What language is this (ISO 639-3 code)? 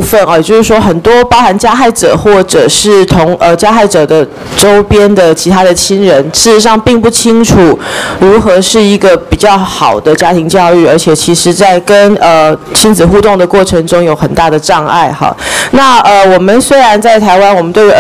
zho